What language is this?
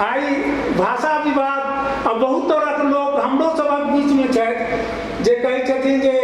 Maithili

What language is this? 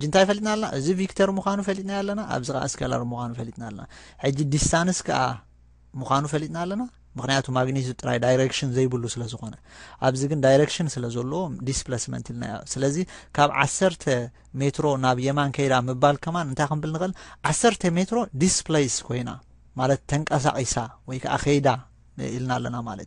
Tigrinya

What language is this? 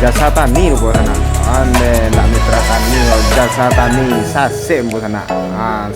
Minangkabau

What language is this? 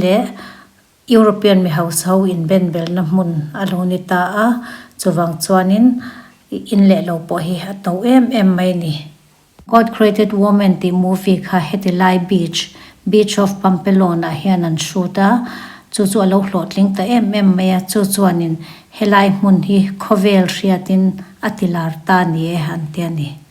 Mizo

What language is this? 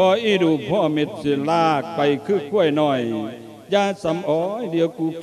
Lao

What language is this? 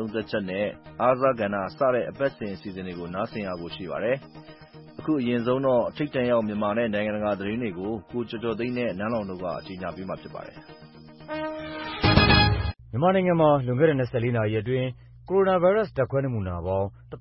Burmese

